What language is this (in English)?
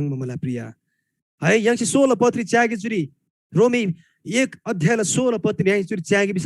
Eastern Tamang